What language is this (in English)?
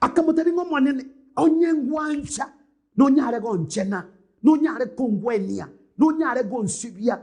Gusii